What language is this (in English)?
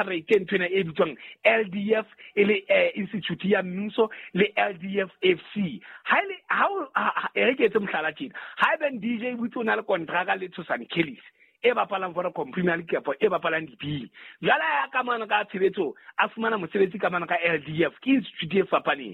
Southern Sotho